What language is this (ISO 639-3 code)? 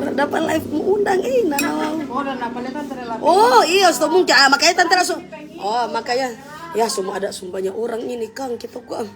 xmm